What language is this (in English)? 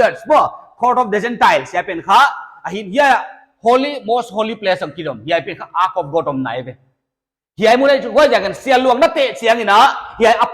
Paite Chin